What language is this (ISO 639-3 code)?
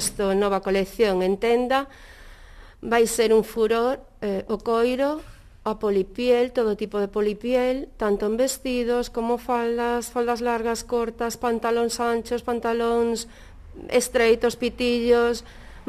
glg